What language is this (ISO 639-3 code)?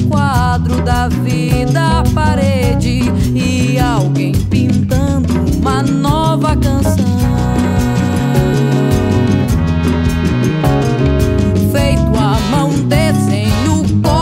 por